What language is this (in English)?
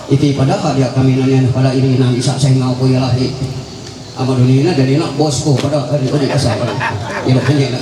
Ma'anyan